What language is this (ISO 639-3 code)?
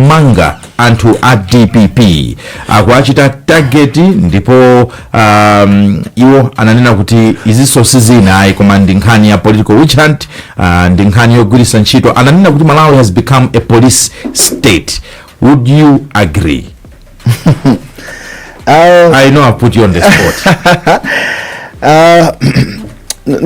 nya